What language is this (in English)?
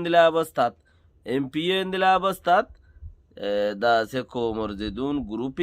Rohingya